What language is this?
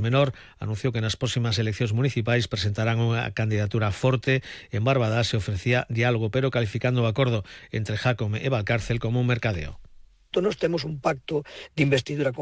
Galician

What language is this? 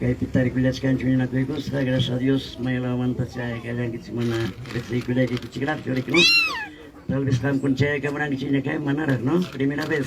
Ayacucho Quechua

